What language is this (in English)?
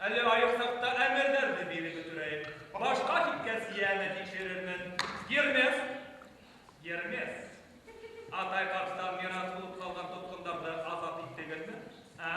Bashkir